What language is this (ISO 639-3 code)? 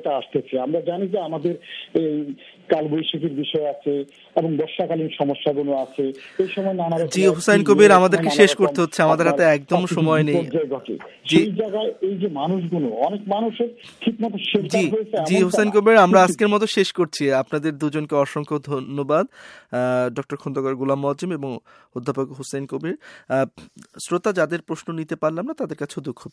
ben